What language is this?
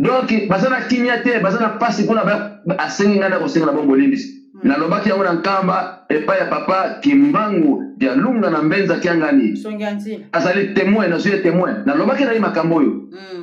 Lingala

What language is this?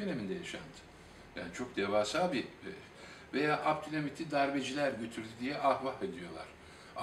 Turkish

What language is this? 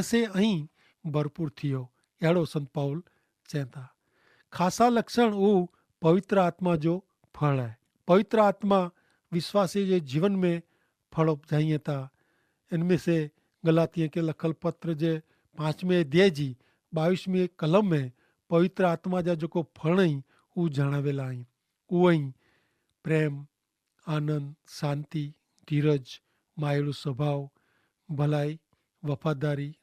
Kachhi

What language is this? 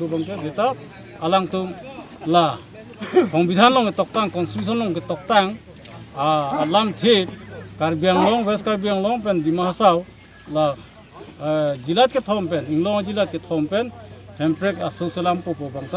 Karbi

